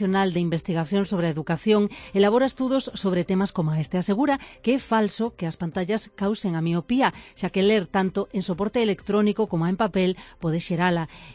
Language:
Galician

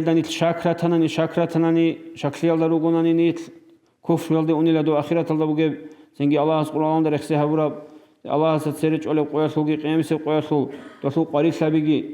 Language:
Avaric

